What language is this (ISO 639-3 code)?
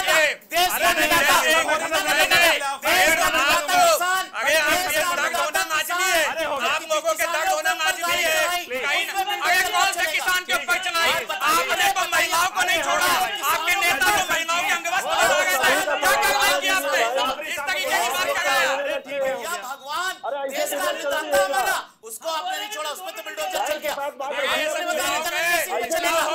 hin